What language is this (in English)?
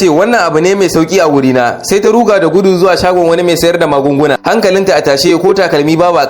Hausa